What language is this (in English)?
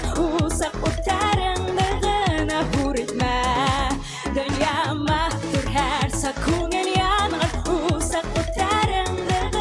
Bashkir